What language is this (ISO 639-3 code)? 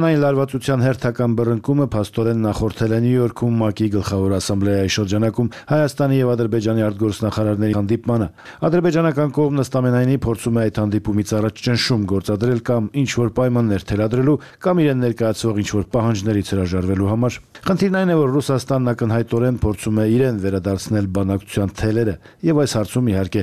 hye